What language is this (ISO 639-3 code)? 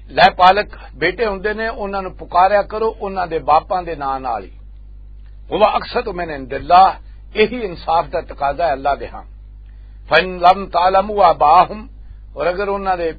lah